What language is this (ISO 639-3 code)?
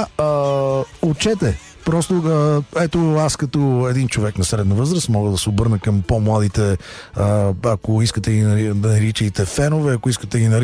bul